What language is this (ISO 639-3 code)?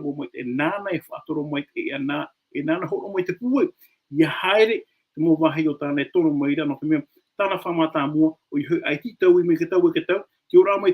tah